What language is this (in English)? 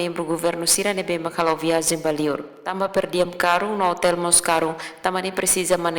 Tetum